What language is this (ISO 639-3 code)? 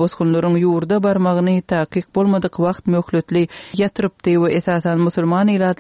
tuk